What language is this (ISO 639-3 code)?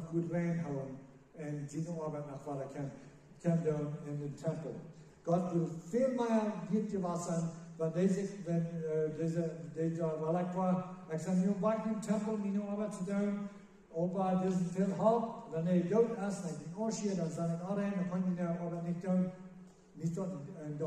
pdt